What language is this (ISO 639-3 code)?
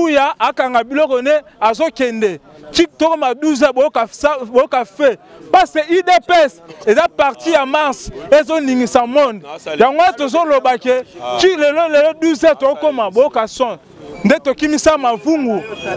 lin